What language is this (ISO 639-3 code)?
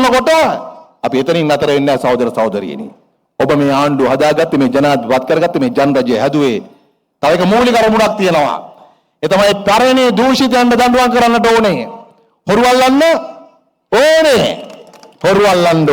sin